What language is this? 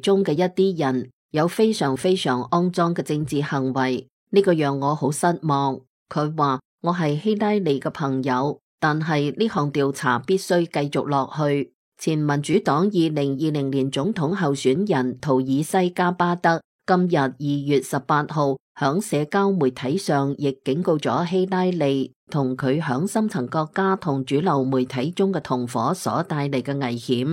Cantonese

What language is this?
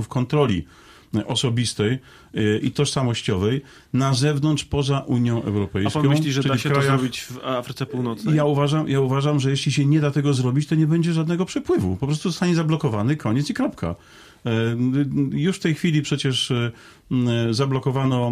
Polish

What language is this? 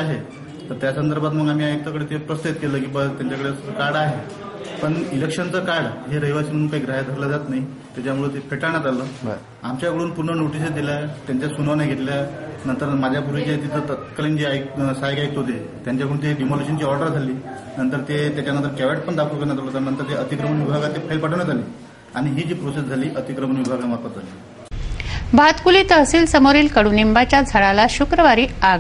Marathi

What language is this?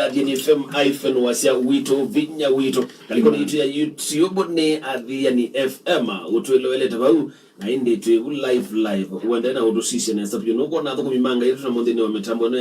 Kamba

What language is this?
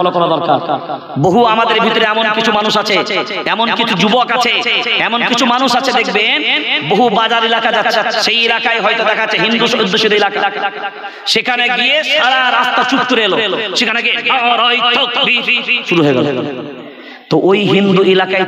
Bangla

